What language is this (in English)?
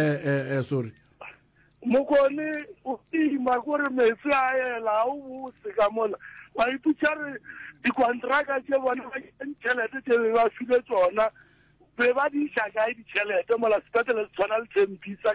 Northern Sotho